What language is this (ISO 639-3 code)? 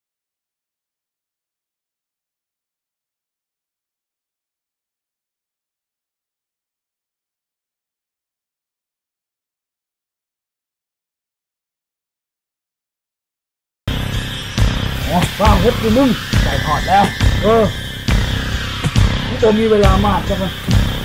tha